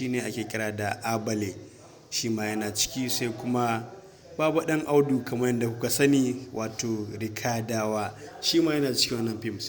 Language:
Hausa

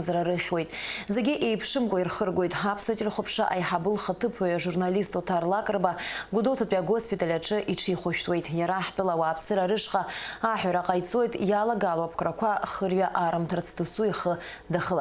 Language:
Abkhazian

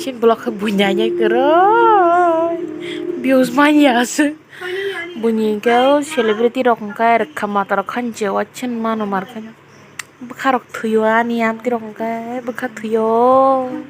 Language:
Kok Borok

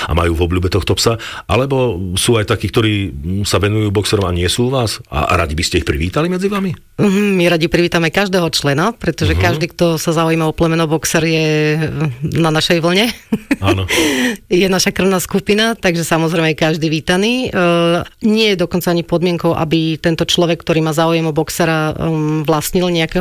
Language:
Slovak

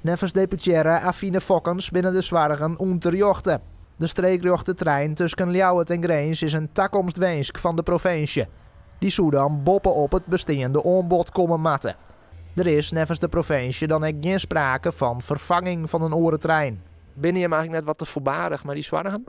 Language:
Western Frisian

